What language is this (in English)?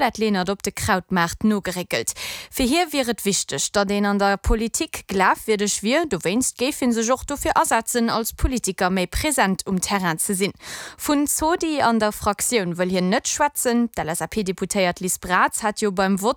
Luxembourgish